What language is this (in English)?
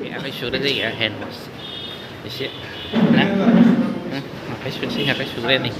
Bodo